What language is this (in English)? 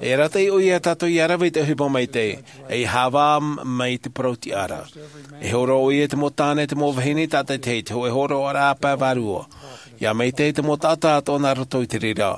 Tahitian